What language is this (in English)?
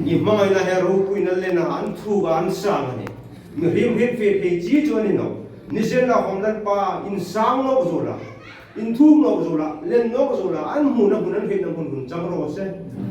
Hmar